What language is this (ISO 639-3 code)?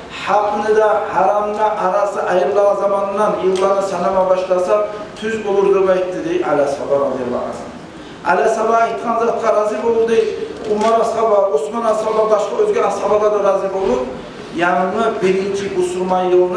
kum